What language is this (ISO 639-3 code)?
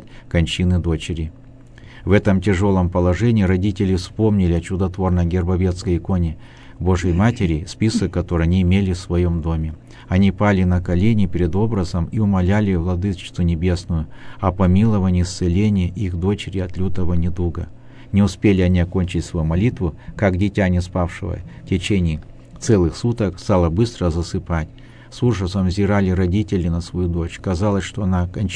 rus